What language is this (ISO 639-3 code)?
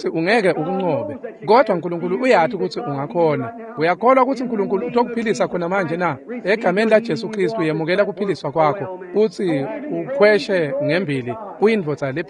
ssw